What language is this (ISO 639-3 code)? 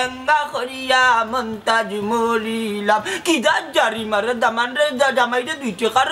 syl